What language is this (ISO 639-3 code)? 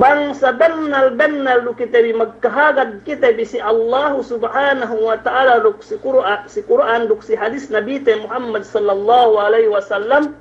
yka